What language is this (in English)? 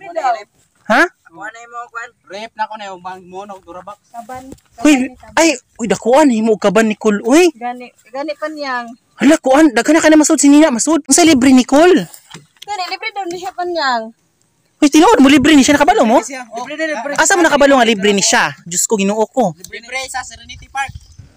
Cebuano